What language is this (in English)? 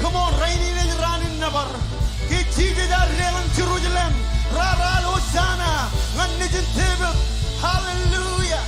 Marshallese